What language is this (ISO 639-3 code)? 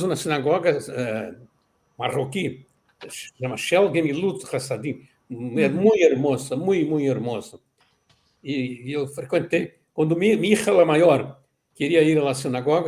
lad